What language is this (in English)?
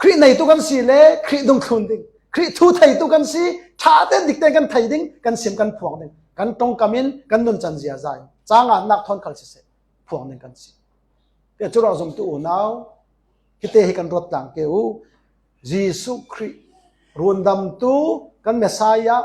Falam Chin